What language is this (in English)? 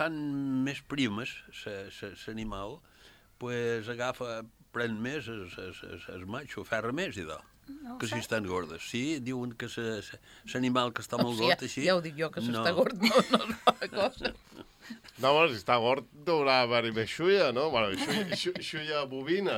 Catalan